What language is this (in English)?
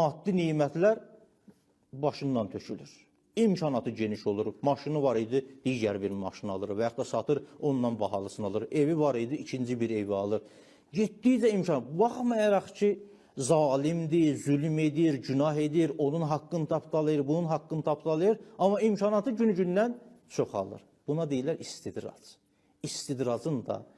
Azerbaijani